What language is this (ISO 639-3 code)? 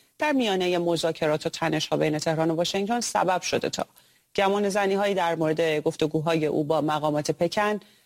fas